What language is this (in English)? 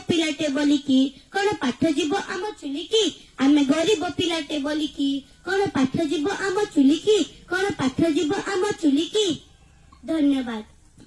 Odia